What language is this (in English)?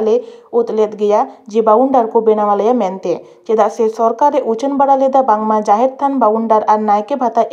Santali